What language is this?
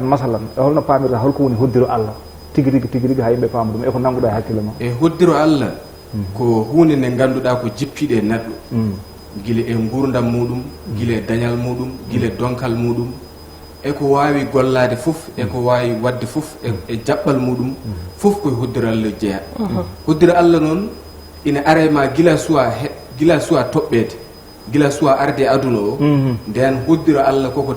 Fula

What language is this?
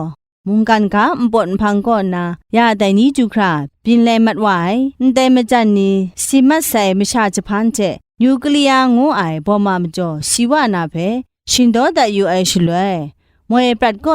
Kachin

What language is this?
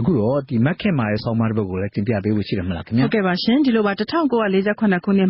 Burmese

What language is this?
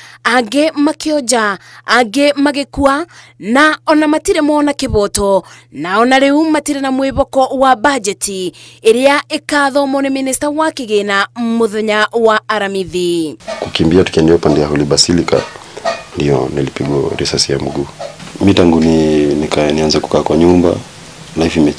Kikuyu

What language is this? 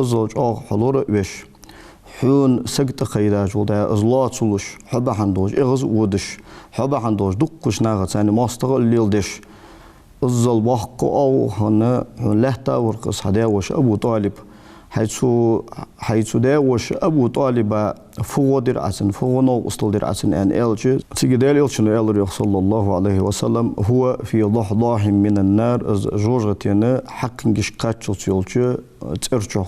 Ingush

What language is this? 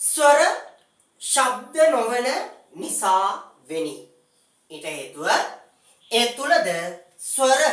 Sinhala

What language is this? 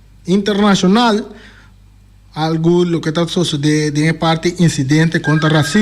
Papiamento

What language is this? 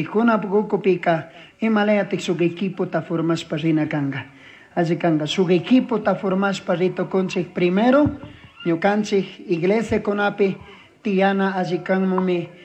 Chimborazo Highland Quichua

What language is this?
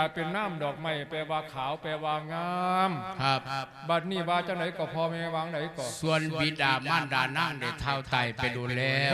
Lao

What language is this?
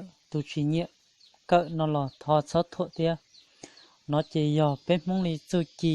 Hmong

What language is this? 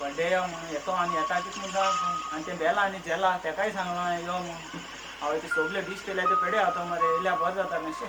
Konkani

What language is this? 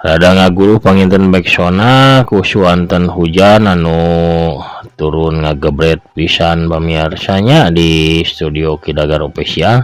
Sundanese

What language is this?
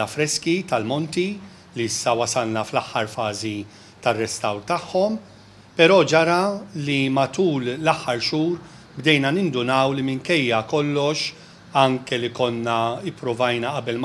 Maltese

